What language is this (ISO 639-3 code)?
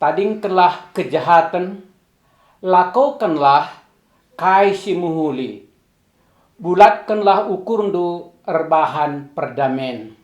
btx